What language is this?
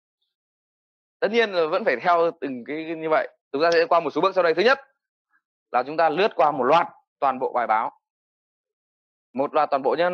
Vietnamese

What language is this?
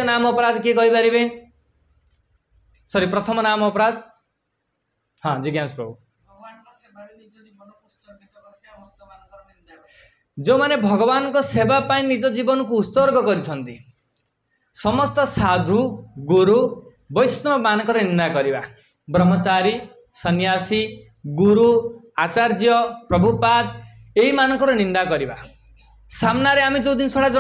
Odia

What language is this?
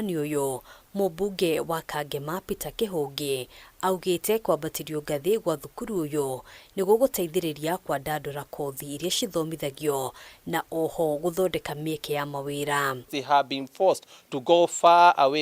Kikuyu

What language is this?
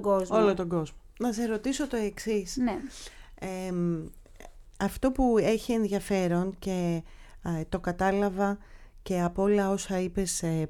Greek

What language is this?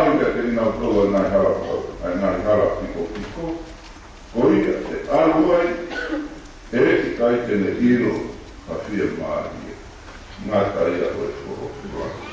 Tongan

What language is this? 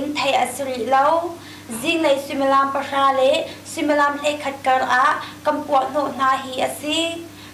Hakha Chin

